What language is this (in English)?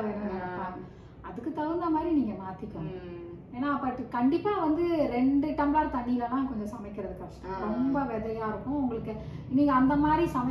Tamil